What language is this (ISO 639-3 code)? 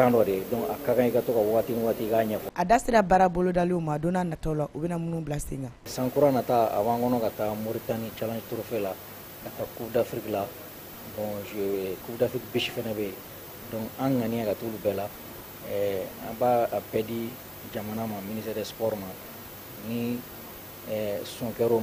bam